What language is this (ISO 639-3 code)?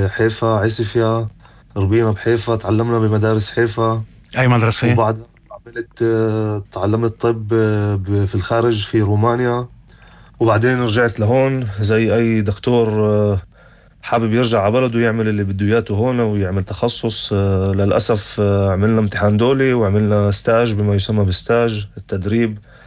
apc